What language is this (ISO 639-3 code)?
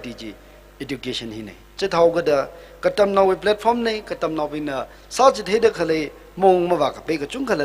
nmf